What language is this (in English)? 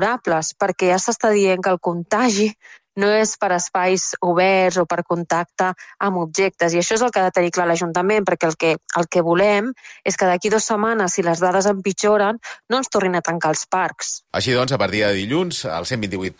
Catalan